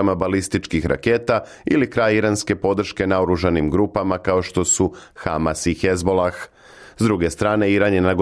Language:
Serbian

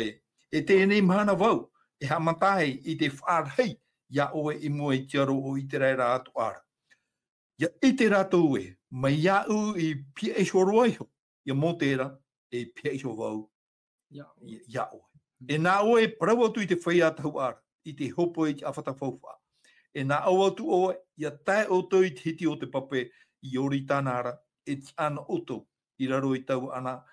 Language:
Tahitian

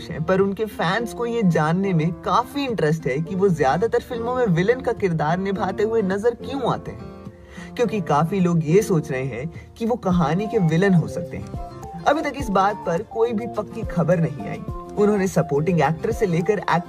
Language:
Hindi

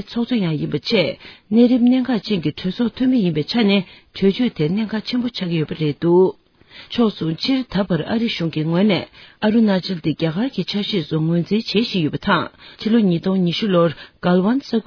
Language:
Tibetan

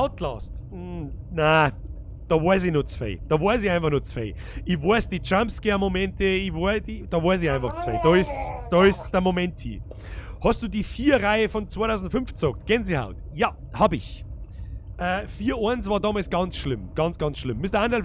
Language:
Bavarian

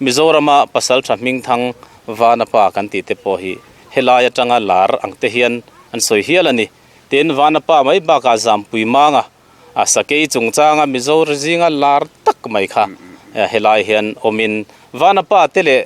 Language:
Mizo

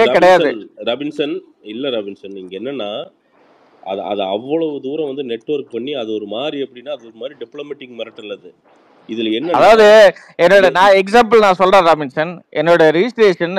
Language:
Tamil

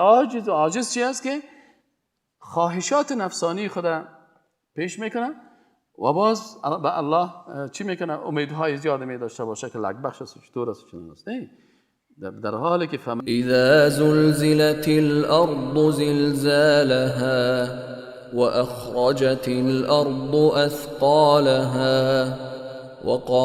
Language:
Persian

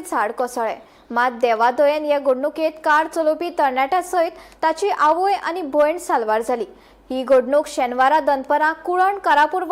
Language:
Konkani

